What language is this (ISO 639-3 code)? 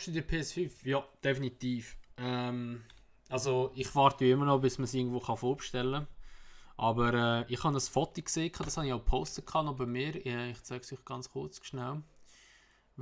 gsw